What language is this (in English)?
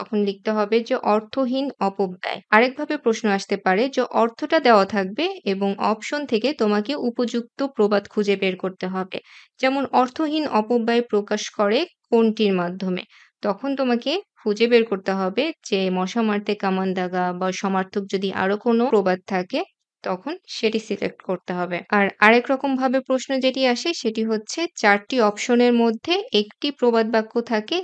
Bangla